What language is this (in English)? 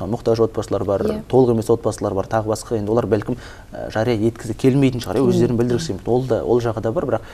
Kazakh